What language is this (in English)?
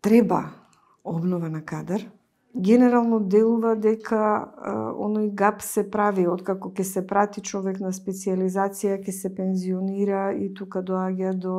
Macedonian